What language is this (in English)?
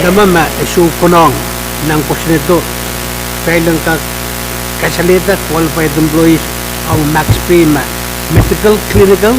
Pohnpeian